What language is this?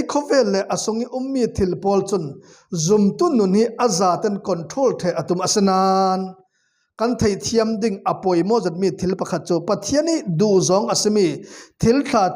Falam Chin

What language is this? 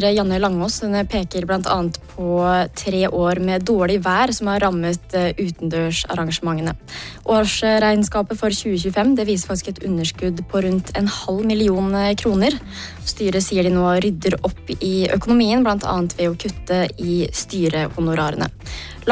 Norwegian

